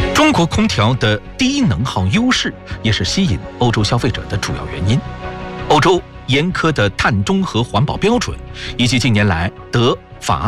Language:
Chinese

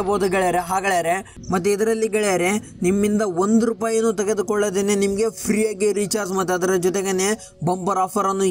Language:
Kannada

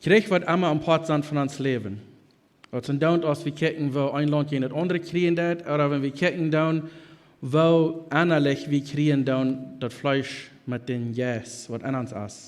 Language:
Plautdietsch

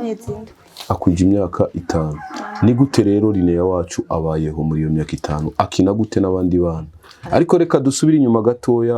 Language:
Rundi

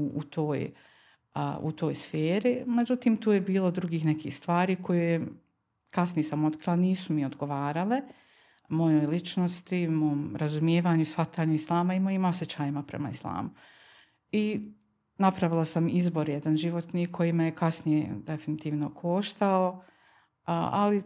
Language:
Bosnian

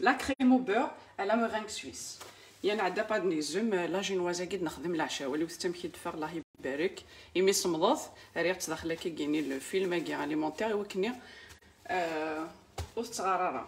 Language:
Kabyle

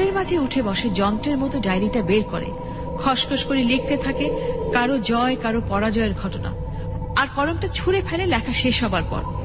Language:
Bangla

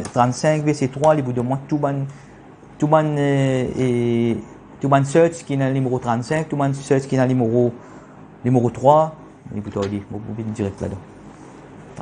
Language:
Morisyen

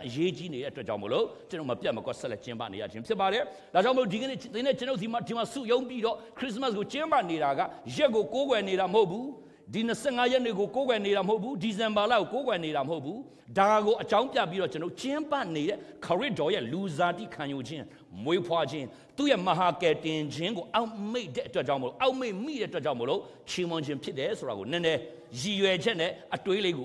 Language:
Burmese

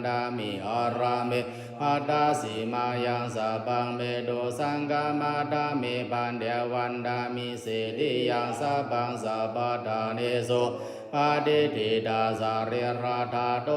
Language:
Pali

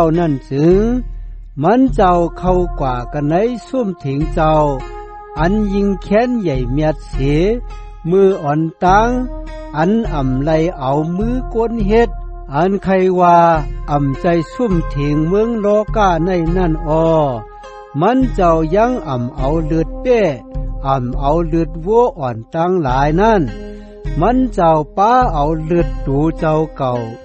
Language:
Shan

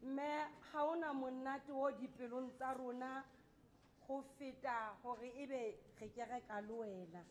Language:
Southern Sotho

